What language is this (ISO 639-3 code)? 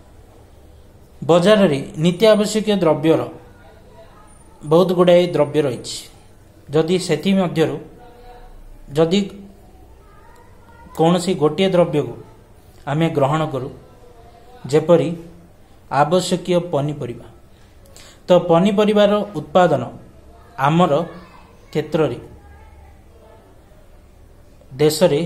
ori